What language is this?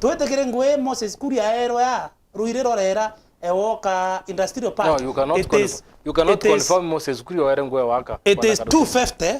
Meru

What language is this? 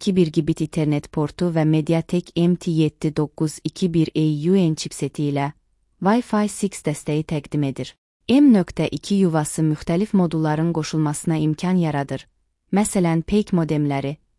Azerbaijani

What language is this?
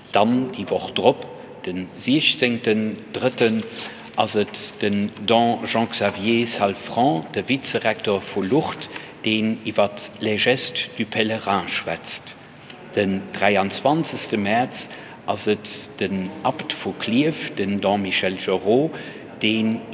Luxembourgish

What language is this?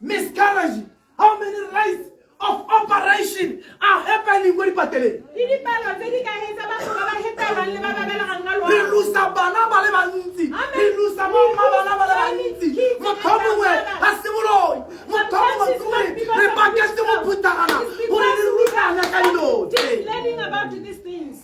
Tswana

